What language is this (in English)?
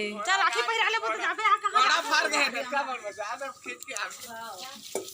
Chhattisgarhi